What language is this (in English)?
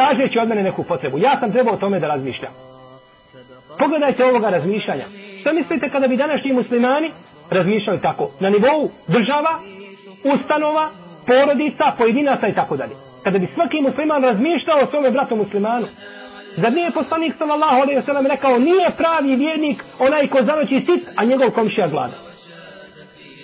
Bosnian